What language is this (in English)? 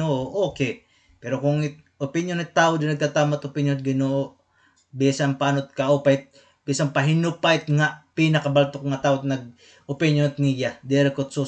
Waray